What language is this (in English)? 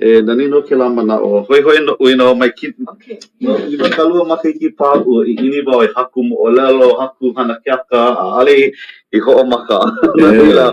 Hawaiian